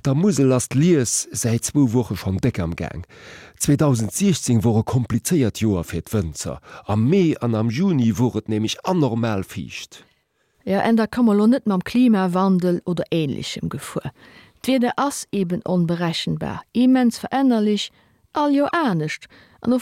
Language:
Luxembourgish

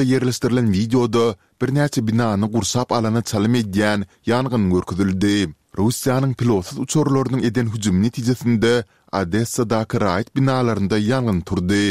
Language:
Turkmen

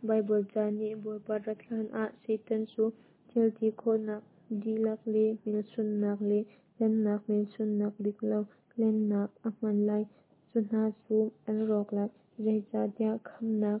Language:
Hakha Chin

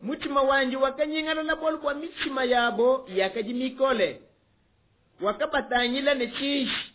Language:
Luba-Lulua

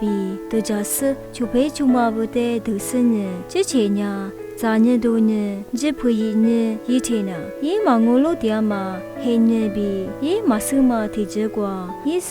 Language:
Lisu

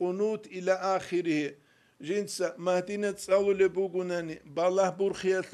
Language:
Avaric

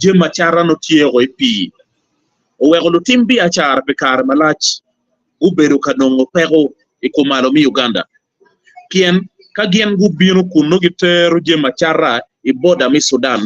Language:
Acoli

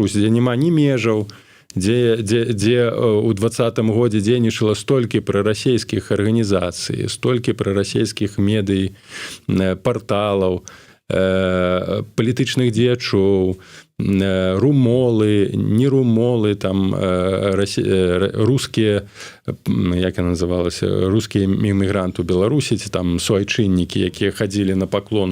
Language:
Belarusian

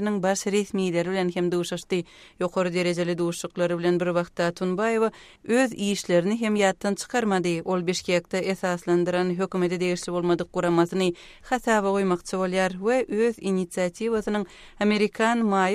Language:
Kyrgyz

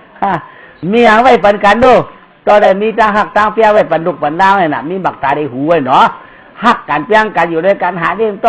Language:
Shan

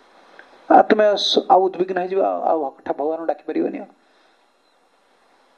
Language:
Odia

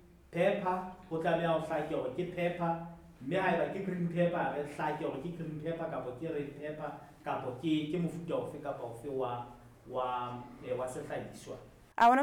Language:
Southern Sotho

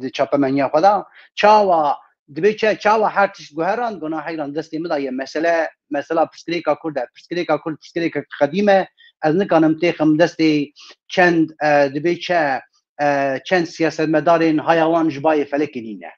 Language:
Kurdish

